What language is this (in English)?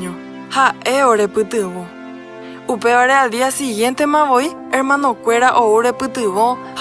Guarani